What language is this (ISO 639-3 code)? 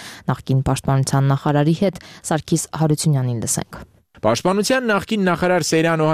hye